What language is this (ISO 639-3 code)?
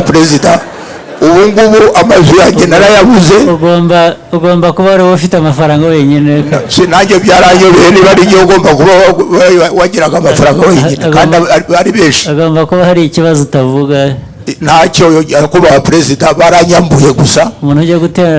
kin